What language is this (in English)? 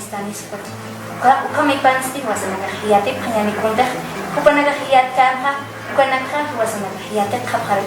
Aymara